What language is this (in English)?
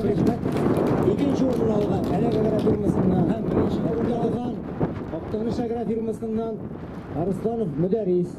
Tatar